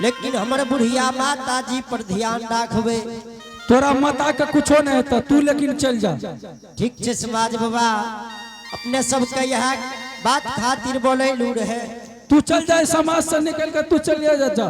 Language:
Angika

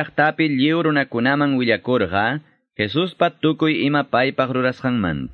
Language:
Quechua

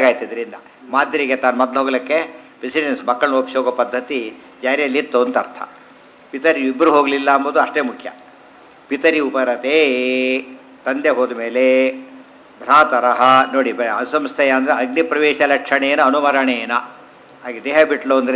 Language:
Kannada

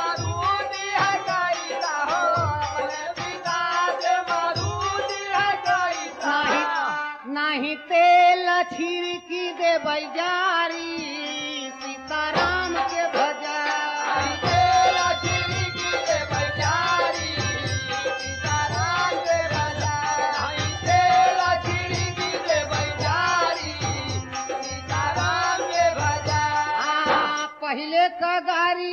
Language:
Bhojpuri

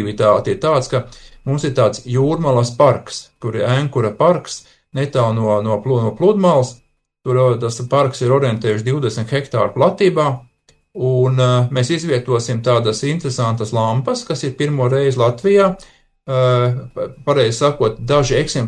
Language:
Latvian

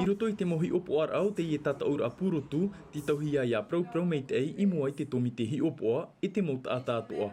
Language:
Tahitian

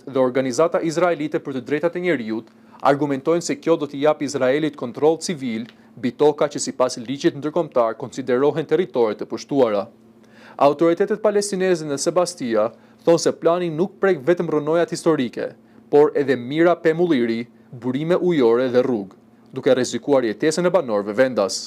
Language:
Albanian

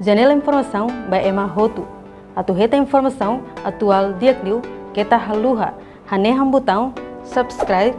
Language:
Tetum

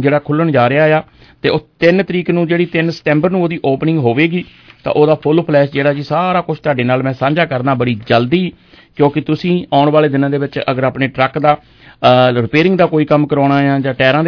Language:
Punjabi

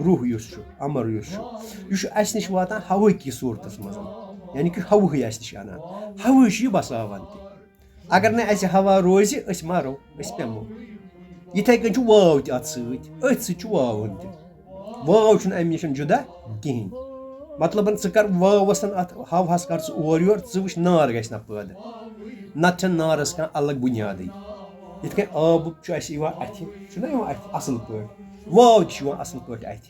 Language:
Kashmiri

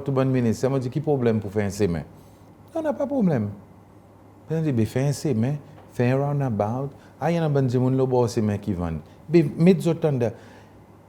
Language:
Seselwa Creole French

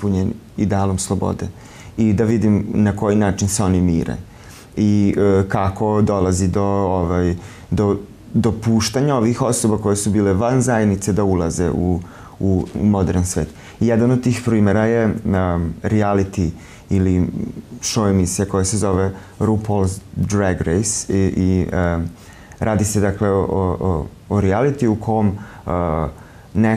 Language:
Serbian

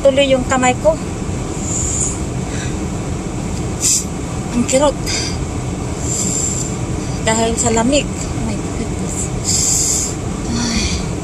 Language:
Filipino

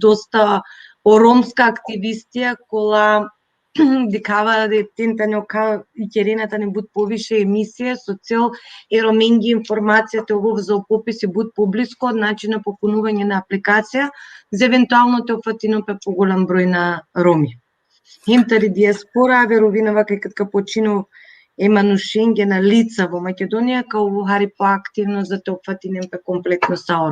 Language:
Balkan Romani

